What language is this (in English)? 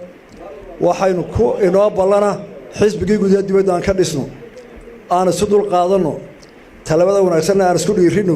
Somali